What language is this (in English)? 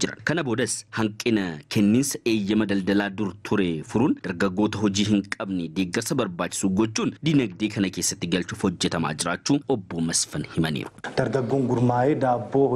Oromo